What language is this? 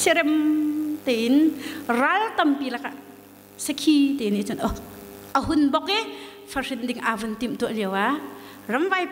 Hakha Chin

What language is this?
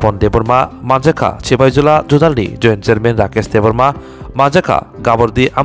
Kok Borok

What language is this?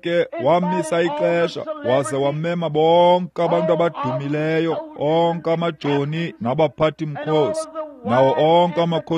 Xhosa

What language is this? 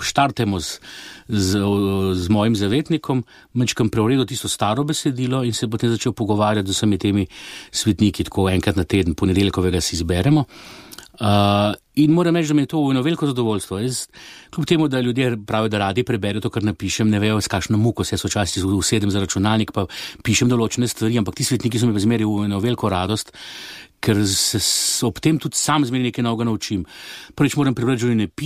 Slovenian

